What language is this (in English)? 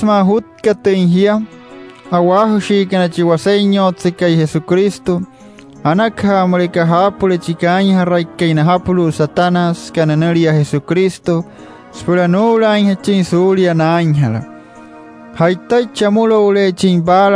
Wayuu